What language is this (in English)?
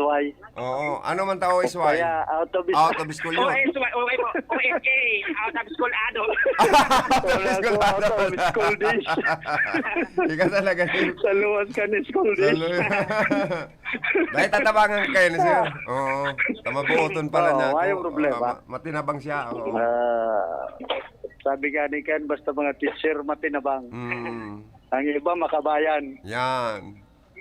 Bikol